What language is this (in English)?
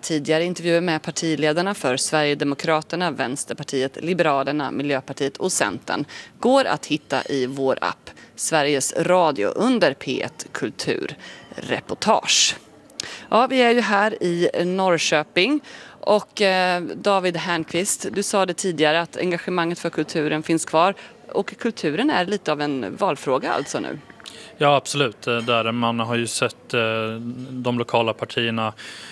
Swedish